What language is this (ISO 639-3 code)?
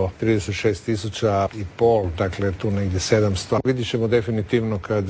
hrv